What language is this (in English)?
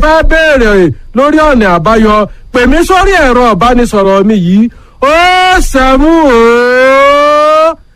Yoruba